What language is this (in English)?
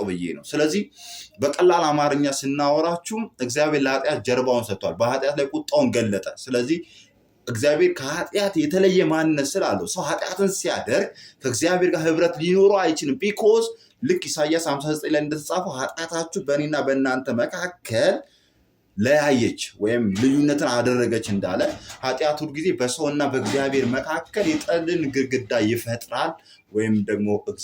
Amharic